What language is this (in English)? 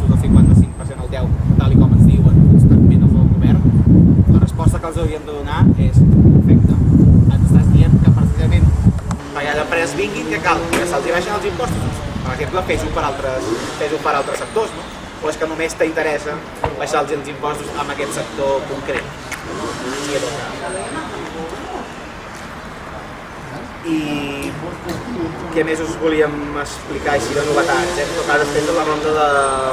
Catalan